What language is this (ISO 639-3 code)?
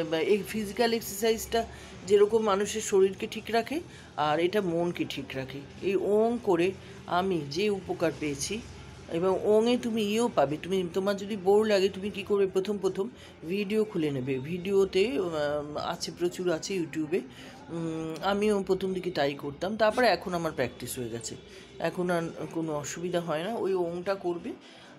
ben